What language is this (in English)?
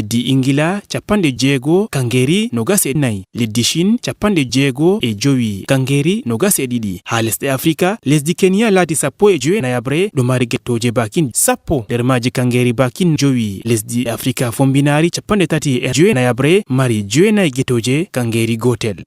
Fula